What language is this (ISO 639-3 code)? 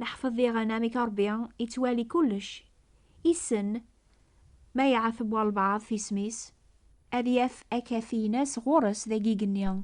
kab